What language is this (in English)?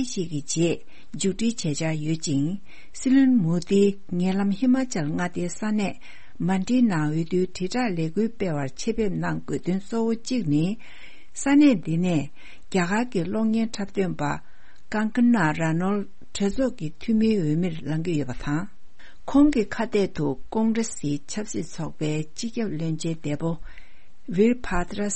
Tibetan